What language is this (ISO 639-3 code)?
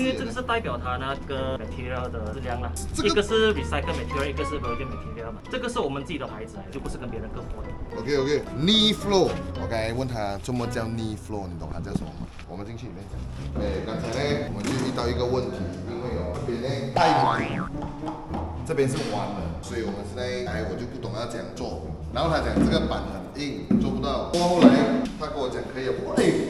zho